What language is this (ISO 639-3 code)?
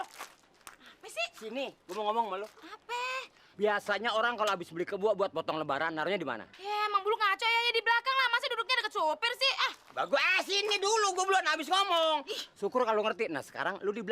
bew